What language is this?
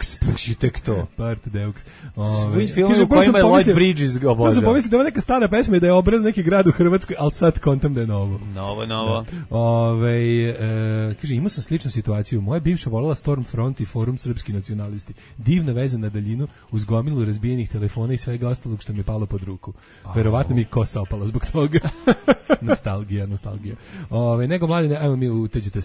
Serbian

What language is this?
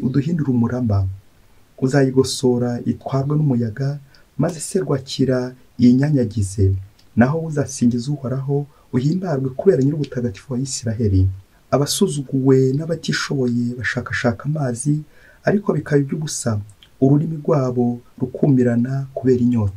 Kinyarwanda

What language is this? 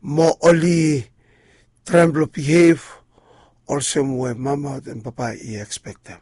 Bislama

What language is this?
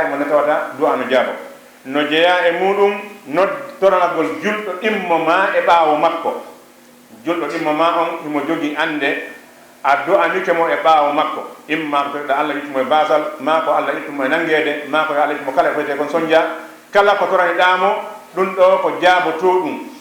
Fula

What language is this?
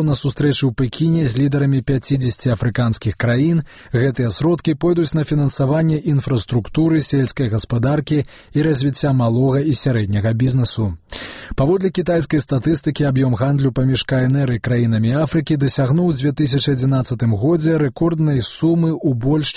Belarusian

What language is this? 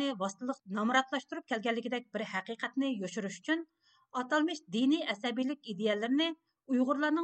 Uyghur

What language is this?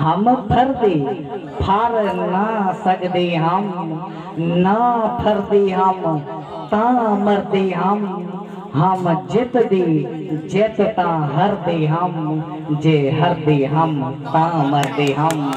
Saraiki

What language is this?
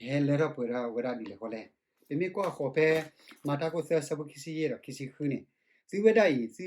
S'gaw Karen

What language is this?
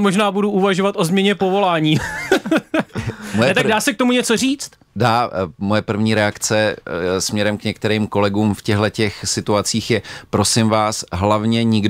Czech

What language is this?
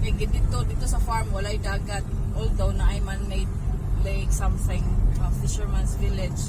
Cebuano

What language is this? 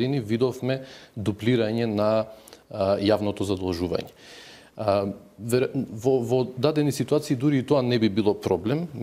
Macedonian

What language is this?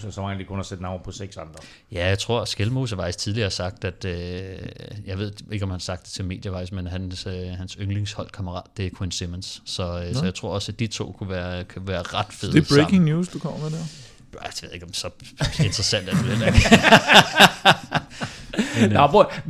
Danish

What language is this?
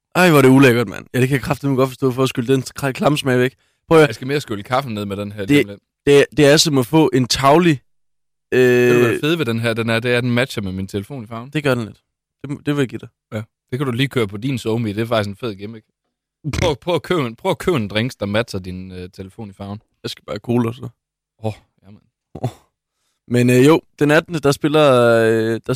Danish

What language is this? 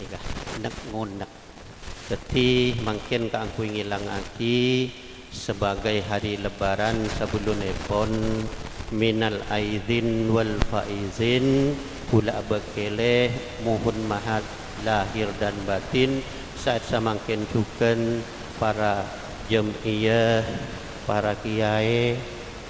Madurese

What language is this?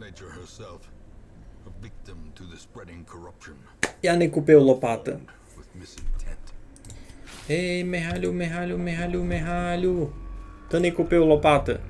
Rusyn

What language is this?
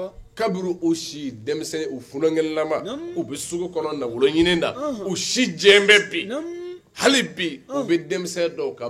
Bambara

